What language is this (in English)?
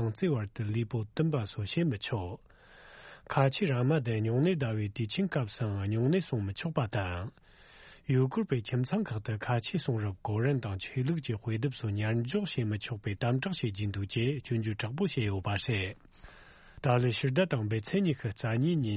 Tibetan